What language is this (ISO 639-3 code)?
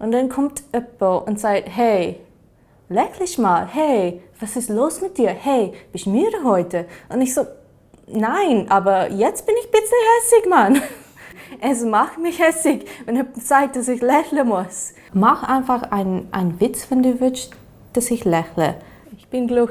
gsw